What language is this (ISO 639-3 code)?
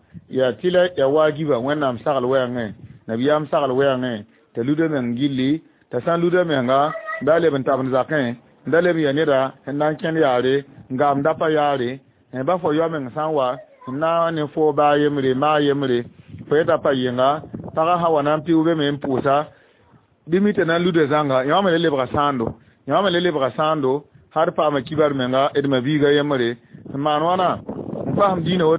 mos